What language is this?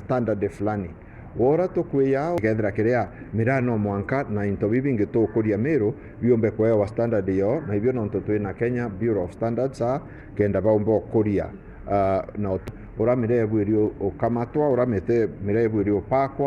Meru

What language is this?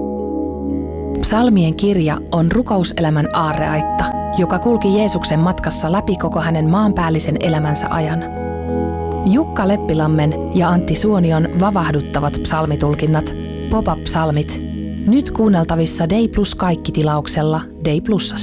Finnish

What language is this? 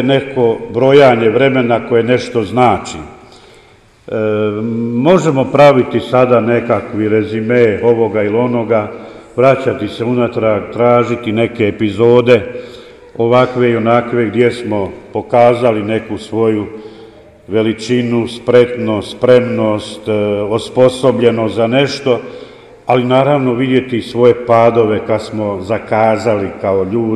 Croatian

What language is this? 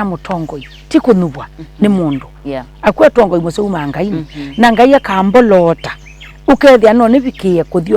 Kamba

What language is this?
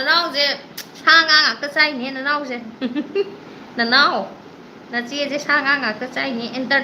Manipuri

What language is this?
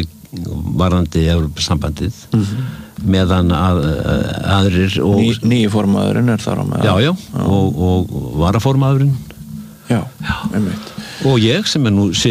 Icelandic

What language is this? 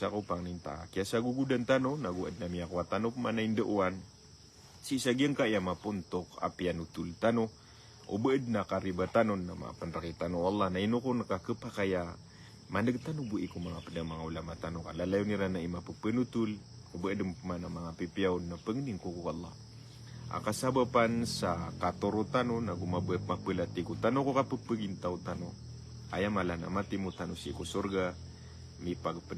Maranao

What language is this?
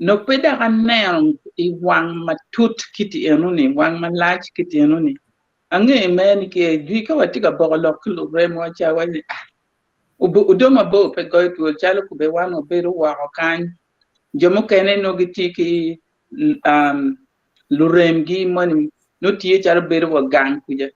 Acoli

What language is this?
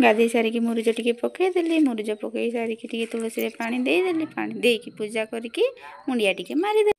Odia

